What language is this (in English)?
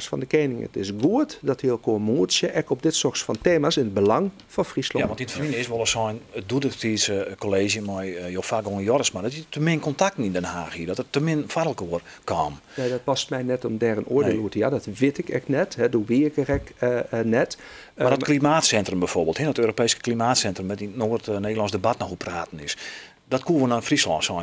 Western Frisian